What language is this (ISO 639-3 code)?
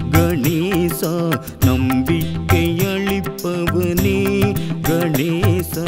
tam